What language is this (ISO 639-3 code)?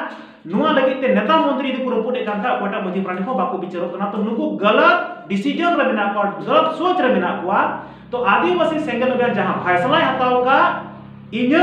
sat